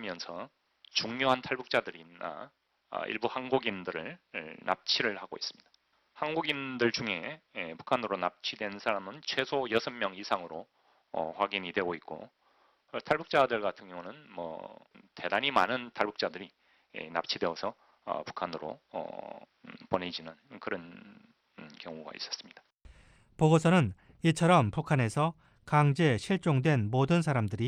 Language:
Korean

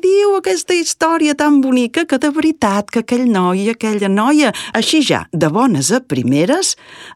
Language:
Catalan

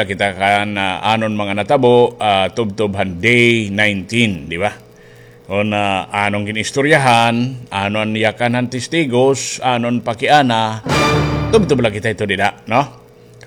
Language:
Waray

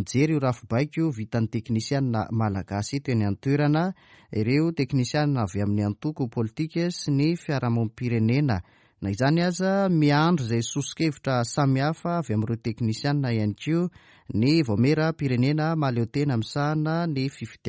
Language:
Malagasy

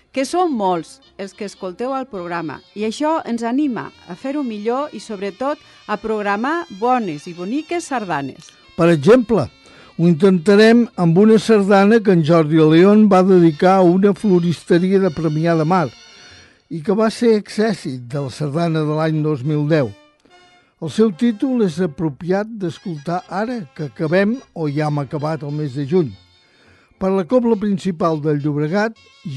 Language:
Catalan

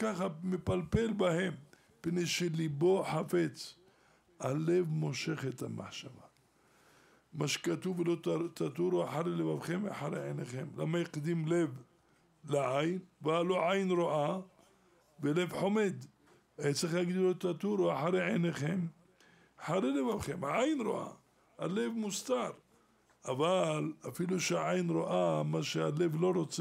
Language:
Hebrew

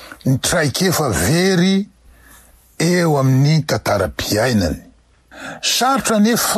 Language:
Malagasy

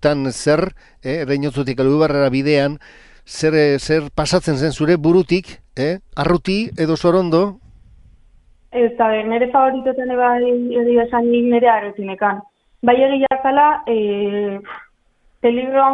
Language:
Basque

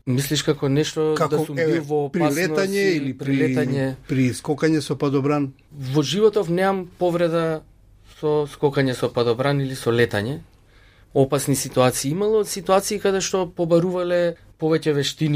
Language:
Macedonian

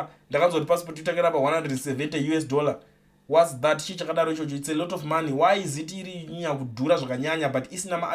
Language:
Shona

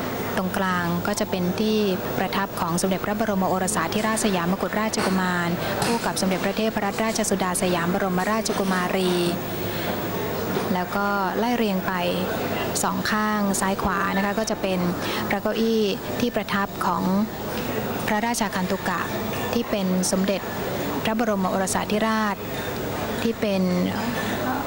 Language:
Thai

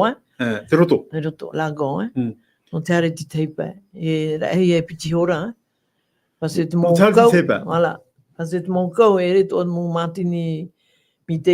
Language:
Tahitian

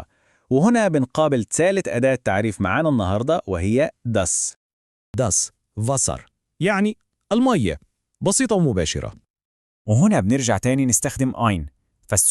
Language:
Egyptian Arabic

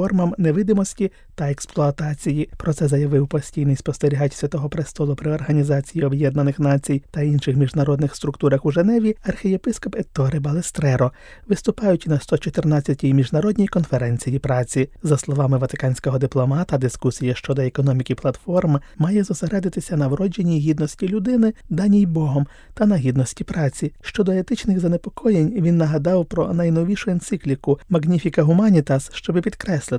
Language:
Ukrainian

